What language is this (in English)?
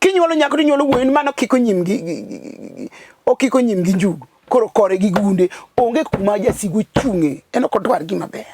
Luo (Kenya and Tanzania)